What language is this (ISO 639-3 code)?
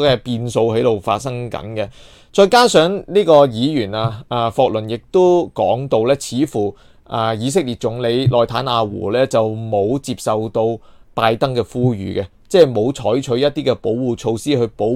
yue